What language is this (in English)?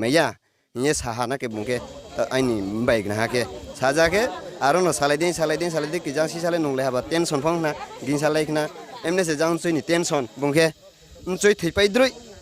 Riang (India)